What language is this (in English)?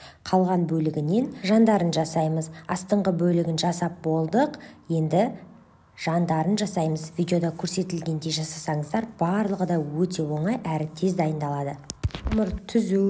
Kazakh